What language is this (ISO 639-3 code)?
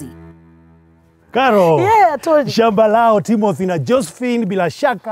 swa